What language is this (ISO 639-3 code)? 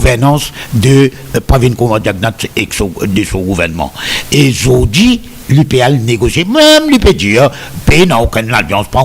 mfe